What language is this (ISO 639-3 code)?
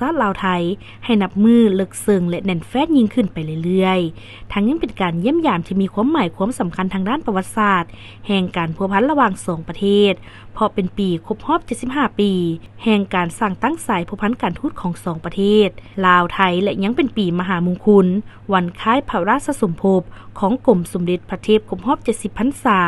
lao